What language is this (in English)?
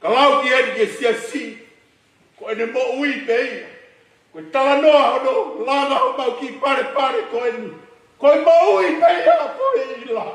Tongan